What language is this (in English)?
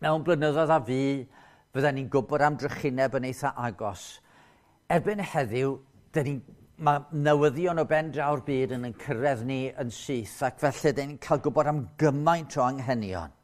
Welsh